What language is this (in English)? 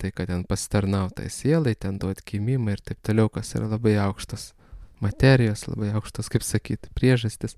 Lithuanian